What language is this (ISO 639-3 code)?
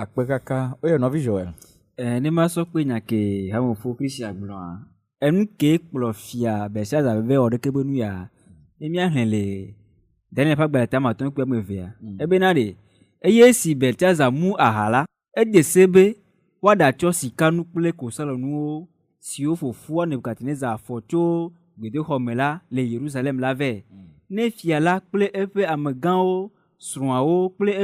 ewe